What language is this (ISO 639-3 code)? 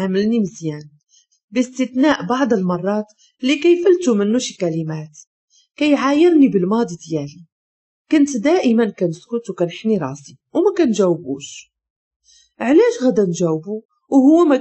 ary